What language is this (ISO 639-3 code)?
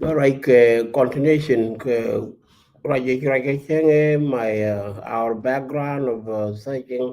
nus